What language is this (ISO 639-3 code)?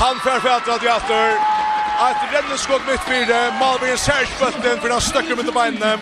fao